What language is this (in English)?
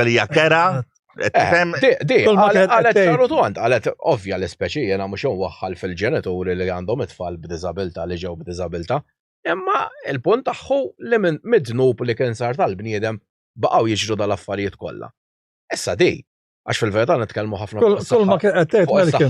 Maltese